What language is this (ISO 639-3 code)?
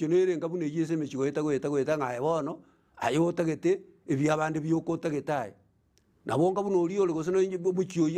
guz